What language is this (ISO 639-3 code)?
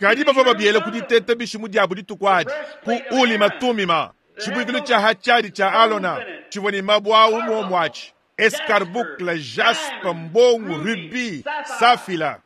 lua